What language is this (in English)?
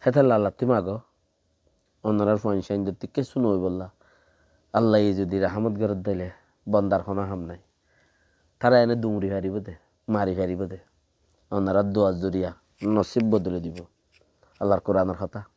Rohingya